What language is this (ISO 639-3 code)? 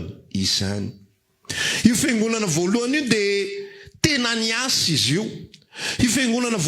mlg